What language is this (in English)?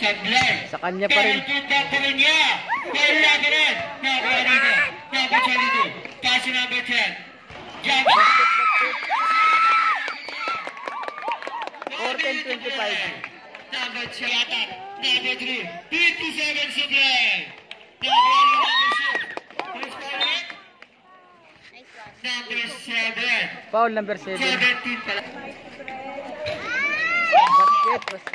Filipino